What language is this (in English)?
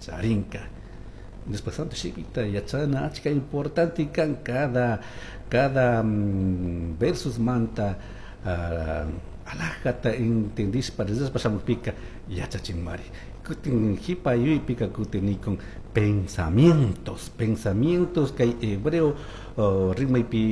Chimborazo Highland Quichua